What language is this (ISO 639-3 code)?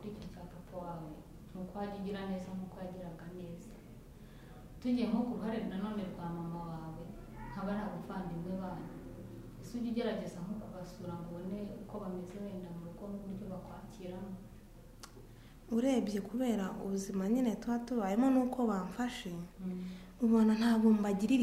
kin